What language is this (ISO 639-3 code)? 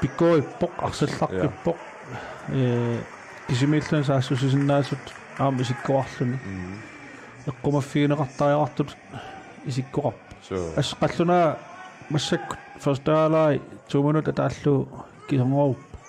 kal